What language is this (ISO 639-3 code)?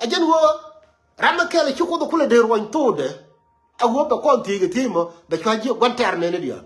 nus